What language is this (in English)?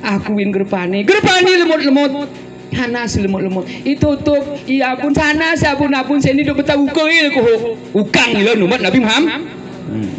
Gayo